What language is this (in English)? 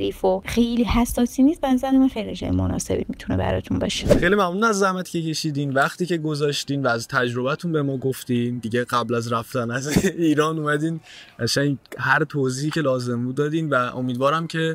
Persian